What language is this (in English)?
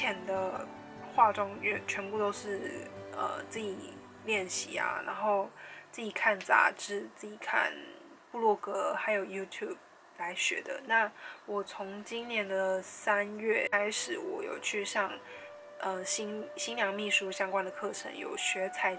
Chinese